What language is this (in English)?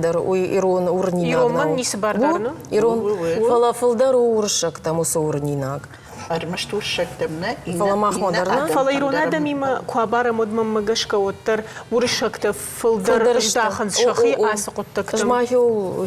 Ossetic